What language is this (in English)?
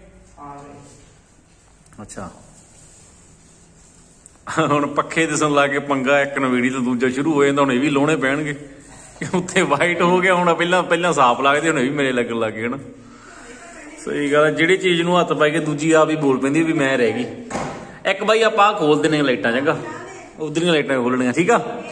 Punjabi